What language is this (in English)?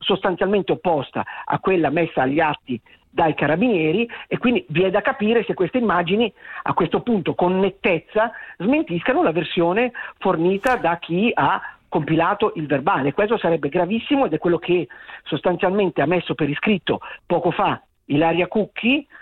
Italian